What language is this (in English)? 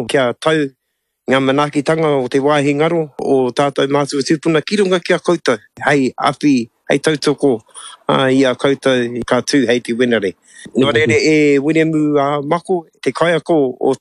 Māori